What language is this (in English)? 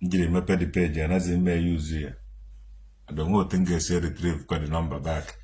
Igbo